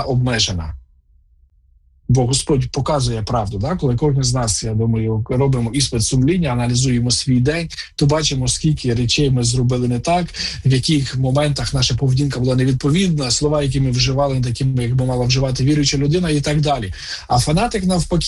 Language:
Ukrainian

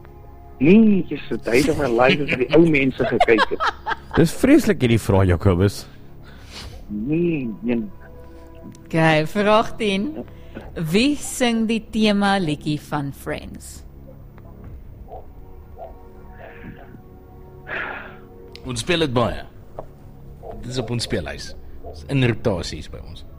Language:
Afrikaans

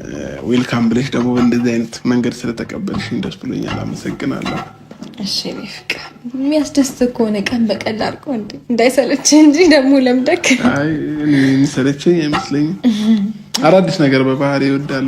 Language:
Amharic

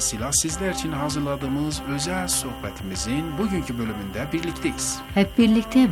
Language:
Turkish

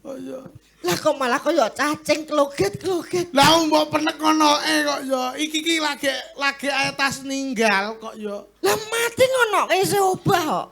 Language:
Javanese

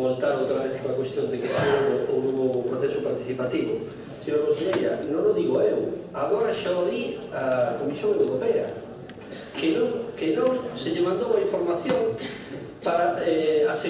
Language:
Galician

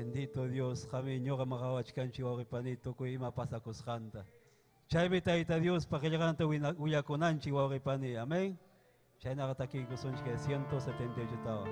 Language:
Ayacucho Quechua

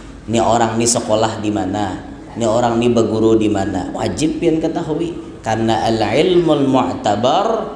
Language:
Banjar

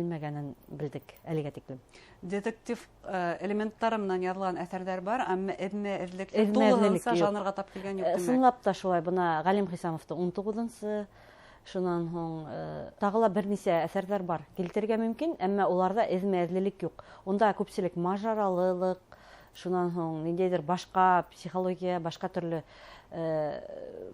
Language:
Bashkir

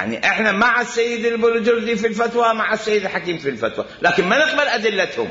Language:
Mesopotamian Arabic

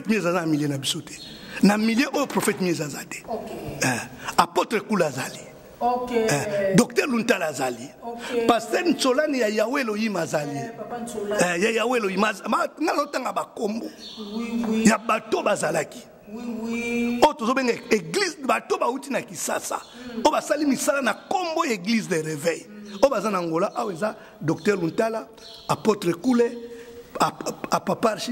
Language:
Lingala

